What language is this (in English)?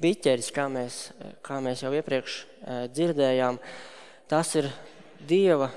Latvian